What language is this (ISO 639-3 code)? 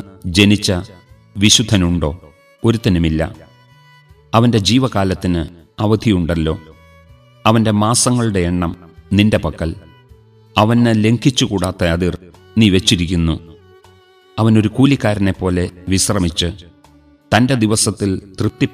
mal